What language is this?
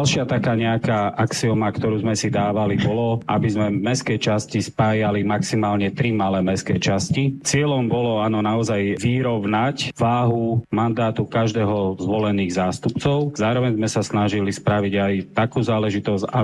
Slovak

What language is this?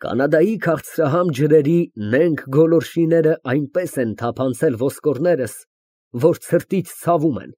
Armenian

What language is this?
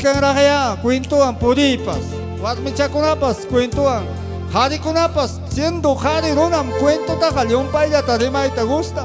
Ayacucho Quechua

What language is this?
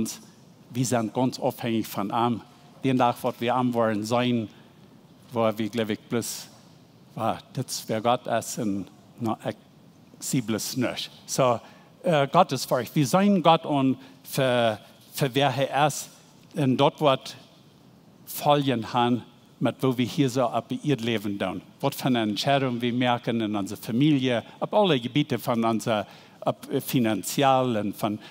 Plautdietsch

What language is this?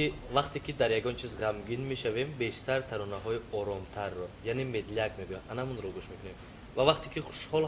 Tajik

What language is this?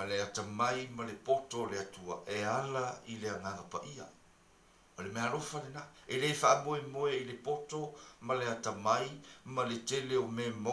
Samoan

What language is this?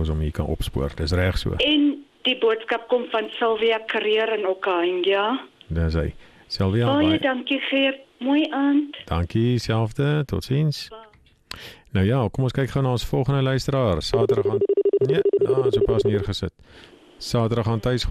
Afrikaans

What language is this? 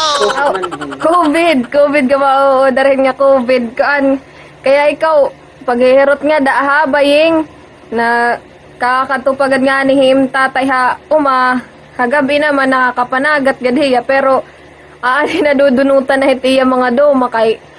Waray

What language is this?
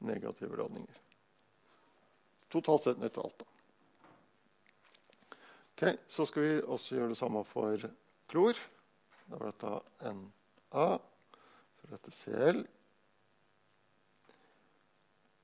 Norwegian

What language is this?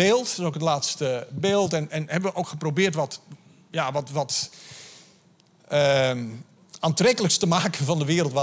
Dutch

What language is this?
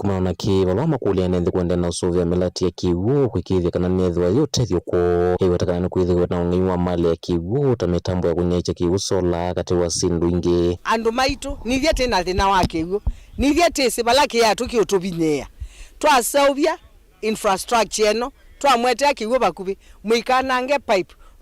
Kamba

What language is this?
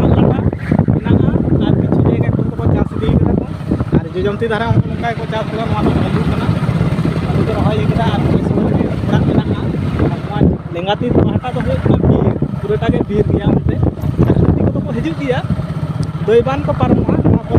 Santali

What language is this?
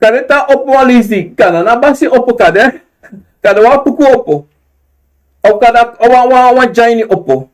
Sranan Tongo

